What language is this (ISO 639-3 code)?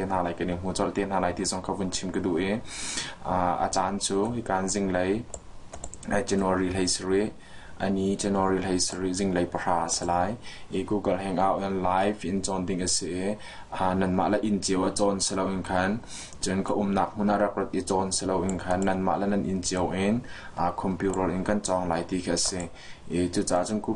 cnh